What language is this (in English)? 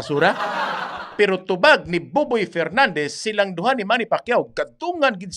Cebuano